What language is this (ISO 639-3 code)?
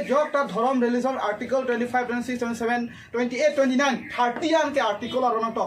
mjw